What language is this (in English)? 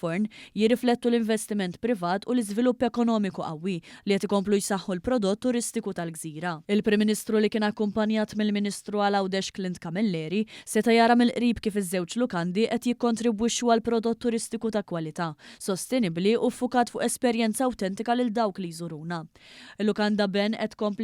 Maltese